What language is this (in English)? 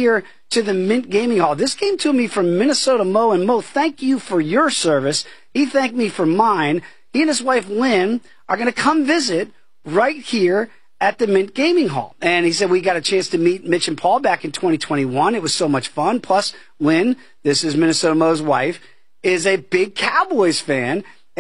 English